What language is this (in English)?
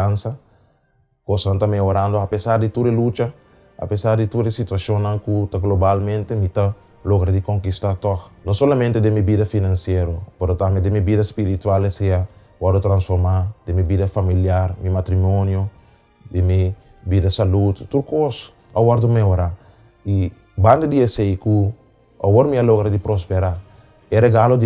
Papiamento